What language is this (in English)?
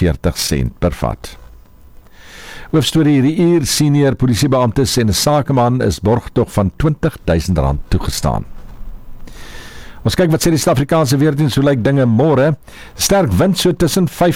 Afrikaans